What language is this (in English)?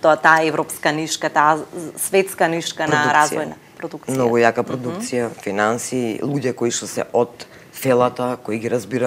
Macedonian